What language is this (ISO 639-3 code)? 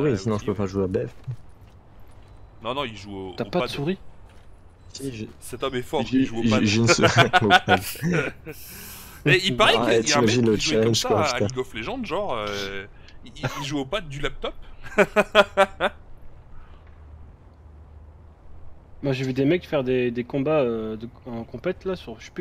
fra